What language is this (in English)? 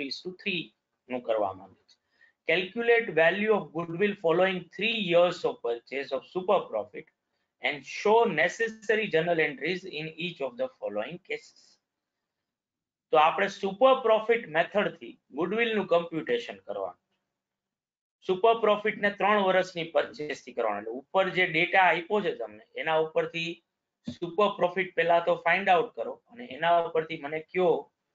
Gujarati